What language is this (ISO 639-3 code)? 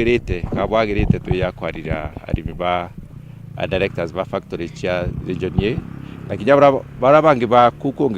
mer